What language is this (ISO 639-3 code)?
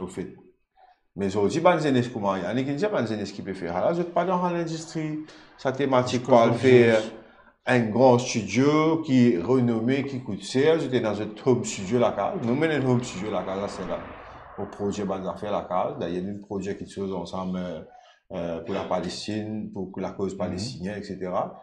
mfe